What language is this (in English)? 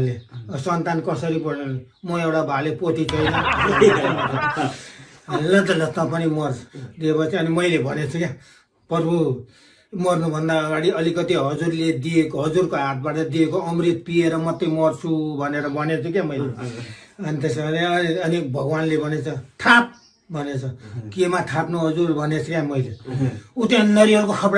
Nepali